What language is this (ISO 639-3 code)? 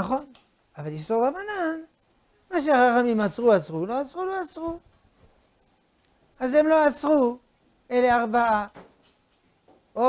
heb